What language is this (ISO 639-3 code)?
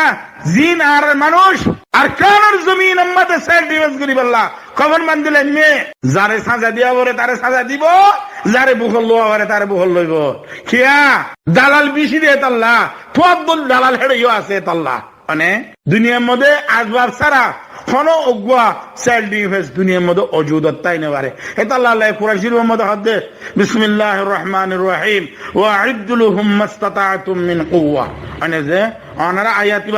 rhg